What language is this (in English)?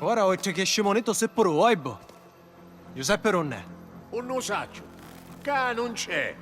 Sicilian